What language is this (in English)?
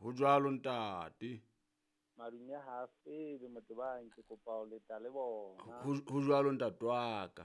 Southern Sotho